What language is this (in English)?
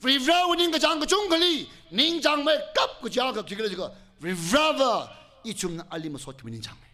Tangkhul Naga (India)